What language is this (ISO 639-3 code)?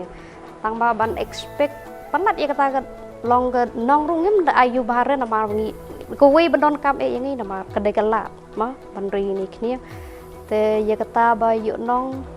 kha